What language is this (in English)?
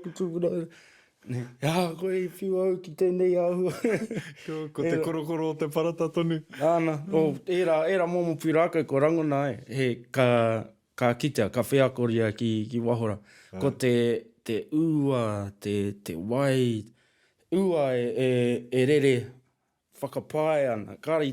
Māori